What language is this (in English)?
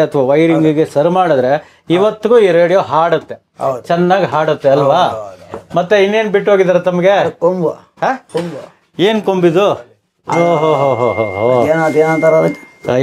Kannada